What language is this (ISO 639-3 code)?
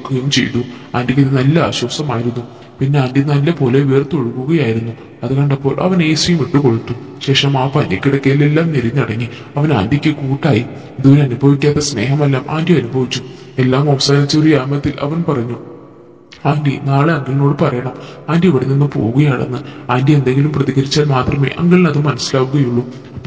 mal